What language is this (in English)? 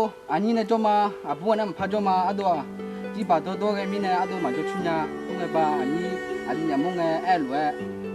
Akha